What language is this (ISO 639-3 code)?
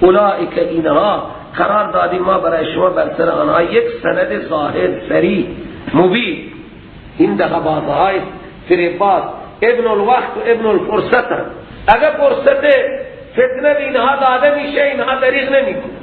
fas